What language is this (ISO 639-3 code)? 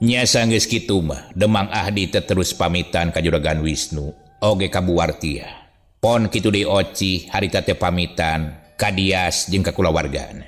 sun